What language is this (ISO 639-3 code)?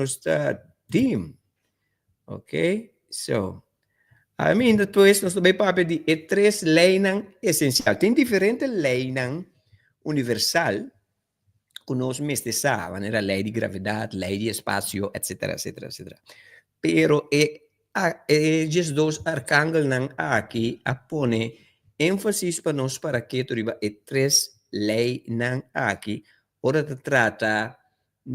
pap